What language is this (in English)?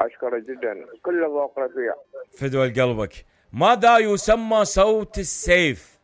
Mesopotamian Arabic